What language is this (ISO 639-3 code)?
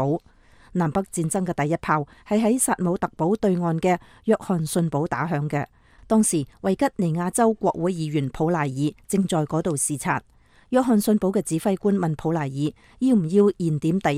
yue